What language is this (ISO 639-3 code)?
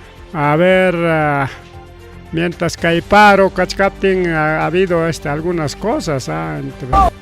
quy